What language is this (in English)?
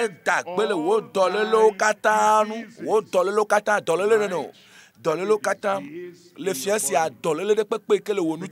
Ewe